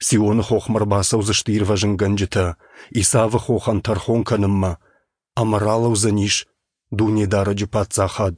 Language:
Ossetic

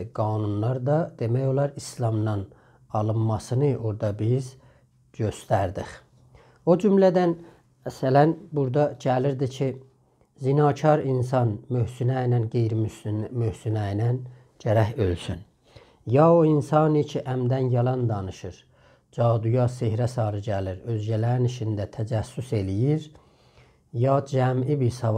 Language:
South Azerbaijani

